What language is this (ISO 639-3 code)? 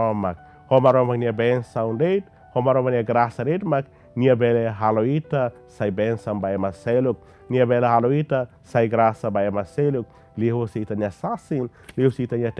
tet